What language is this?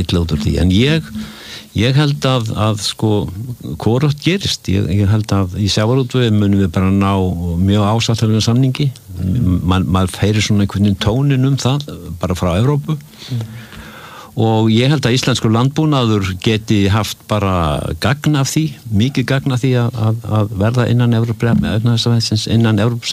Icelandic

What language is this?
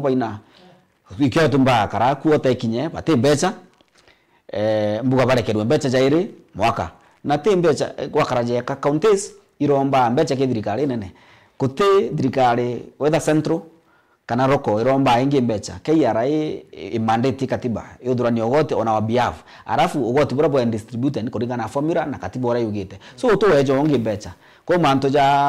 Meru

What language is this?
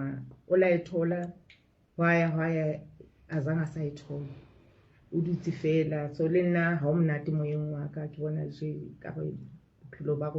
Southern Sotho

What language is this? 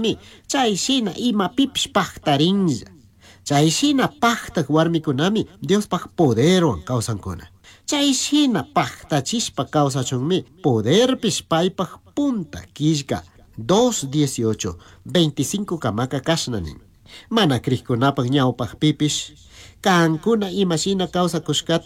Chimborazo Highland Quichua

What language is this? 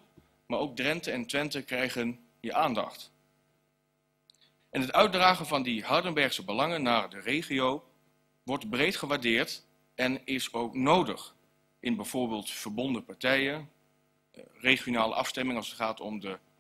Dutch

